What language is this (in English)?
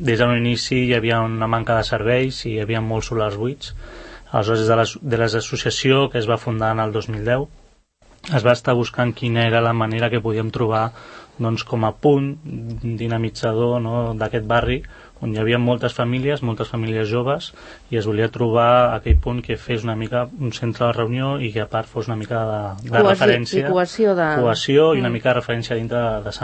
Catalan